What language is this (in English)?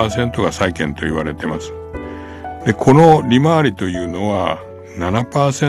Japanese